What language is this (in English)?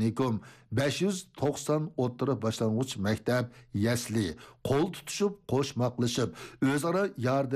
Uyghur